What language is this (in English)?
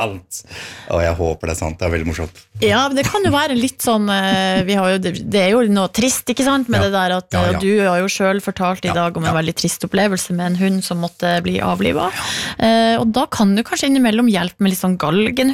Norwegian